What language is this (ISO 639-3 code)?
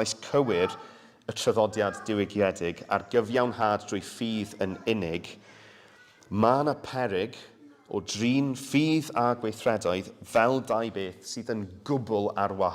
cym